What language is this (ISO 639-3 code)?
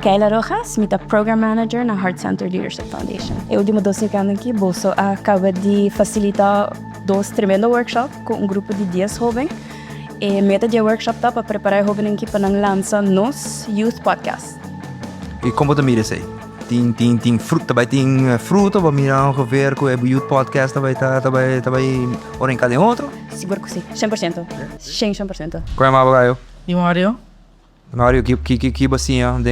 pap